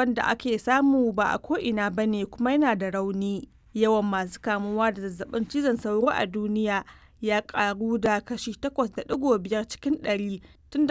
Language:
Hausa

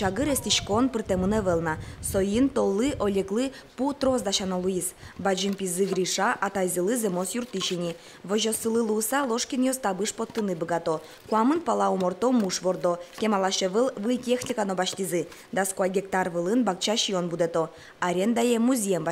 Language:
Udmurt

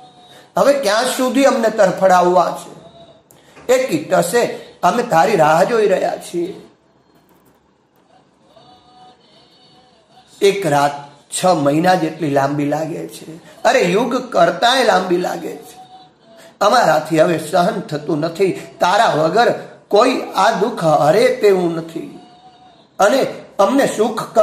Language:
Gujarati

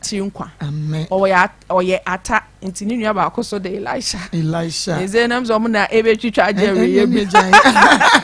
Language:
Akan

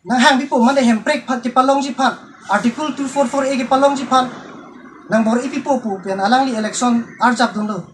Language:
Karbi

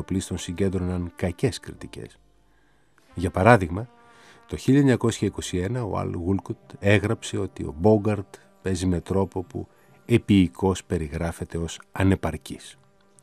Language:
Greek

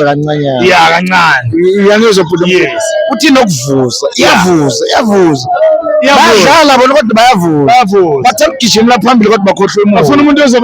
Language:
Zulu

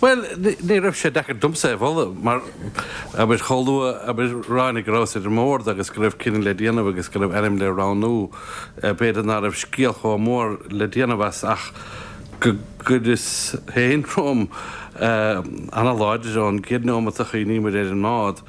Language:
Irish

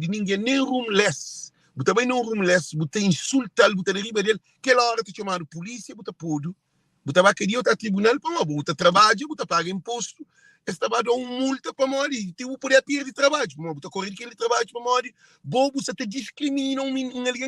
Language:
Kabuverdianu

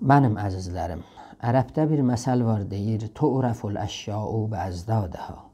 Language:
South Azerbaijani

